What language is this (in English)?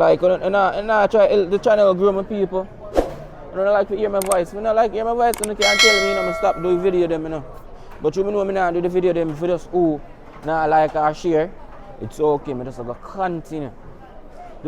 Jamaican Creole English